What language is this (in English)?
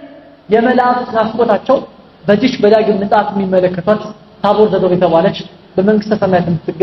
Amharic